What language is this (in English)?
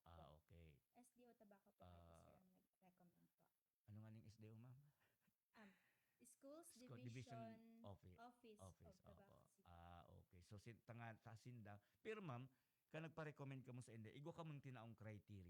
Bikol